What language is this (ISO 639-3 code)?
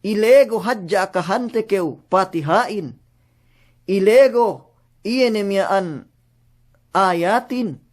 yka